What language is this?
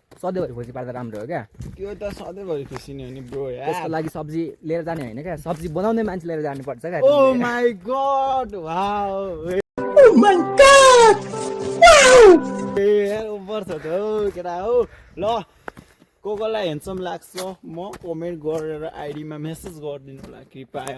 Nepali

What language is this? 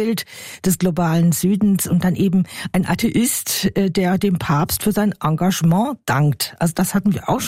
German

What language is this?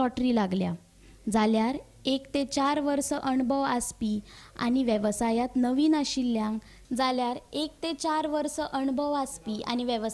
Konkani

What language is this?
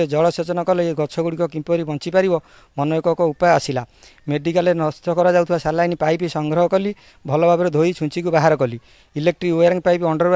Odia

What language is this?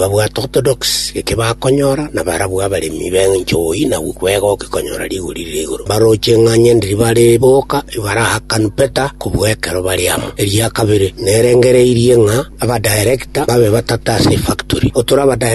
Gusii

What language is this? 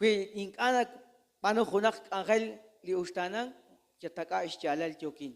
Kekchí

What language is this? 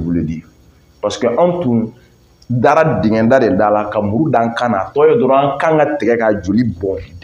Bambara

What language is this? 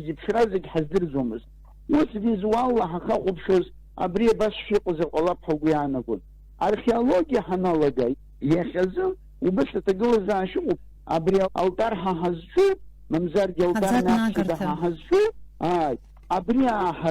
Abkhazian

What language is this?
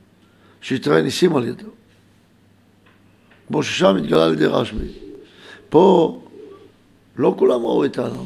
Hebrew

